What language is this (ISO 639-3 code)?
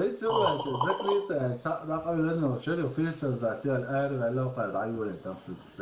che